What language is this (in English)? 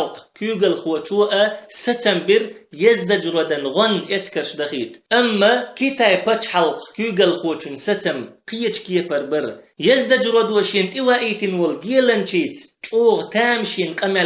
Chechen